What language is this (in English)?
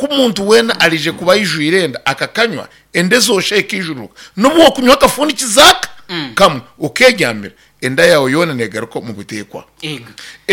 Nyankole